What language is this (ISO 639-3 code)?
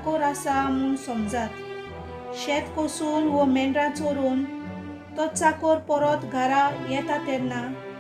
kok